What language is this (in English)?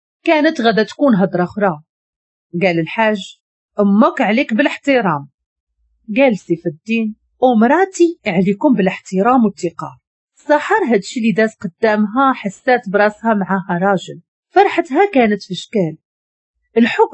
Moroccan Arabic